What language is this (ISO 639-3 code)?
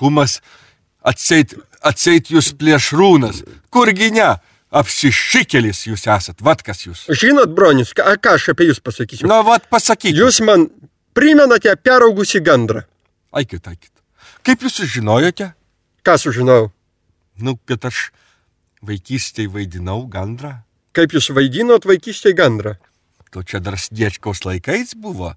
lit